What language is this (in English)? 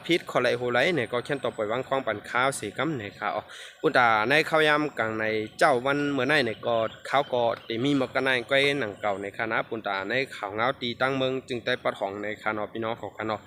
Shan